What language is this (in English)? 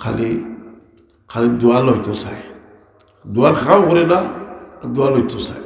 Sylheti